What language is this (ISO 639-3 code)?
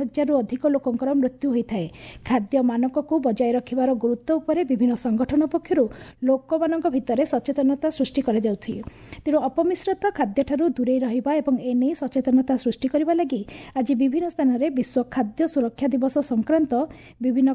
ori